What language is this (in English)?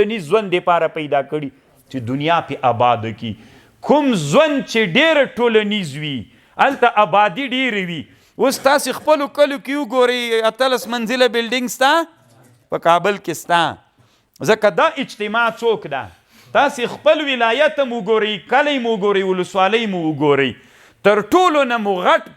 Pashto